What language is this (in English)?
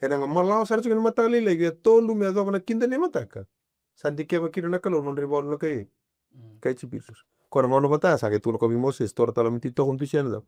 Fijian